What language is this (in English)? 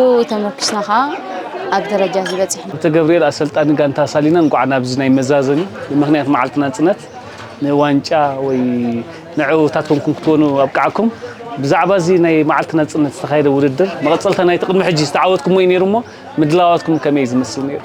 Tigrinya